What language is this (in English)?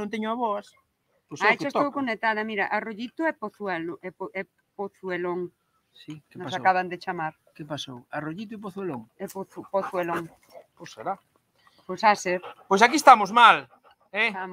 Galician